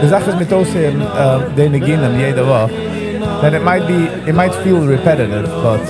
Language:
Yiddish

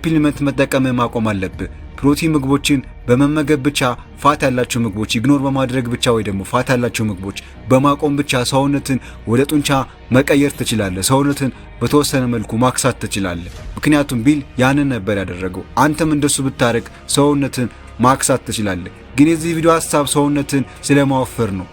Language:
Amharic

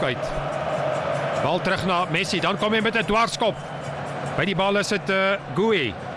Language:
Afrikaans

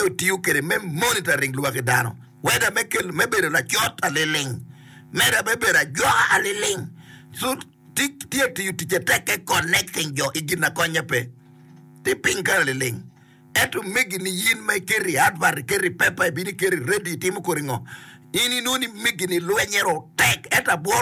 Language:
Acoli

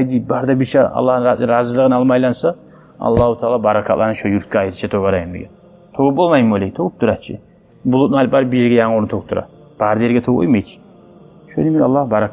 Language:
Kumyk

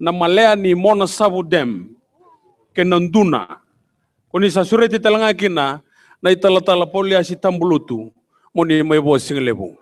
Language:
Fijian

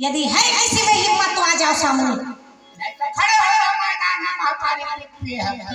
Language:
Chhattisgarhi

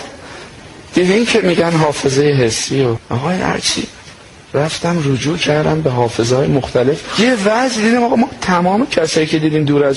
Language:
Persian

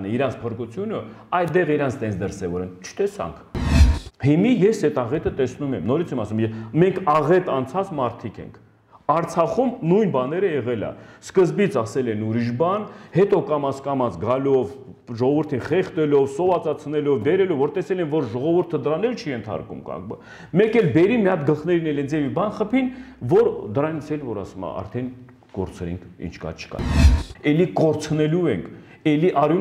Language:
Armenian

